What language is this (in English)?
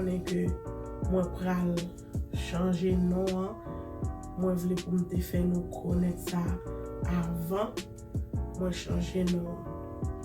Haitian Creole